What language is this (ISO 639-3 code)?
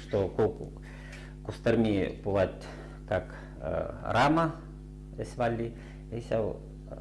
chv